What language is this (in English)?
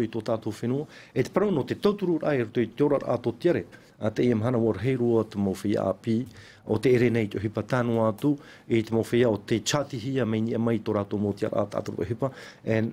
Tahitian